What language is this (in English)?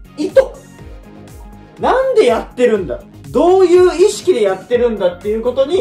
Japanese